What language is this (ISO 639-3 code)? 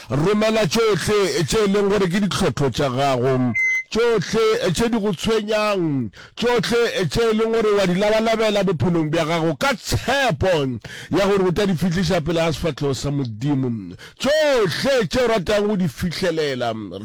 nso